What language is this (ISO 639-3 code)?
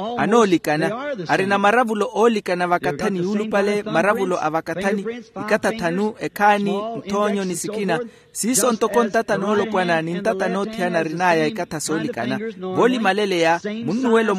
vmw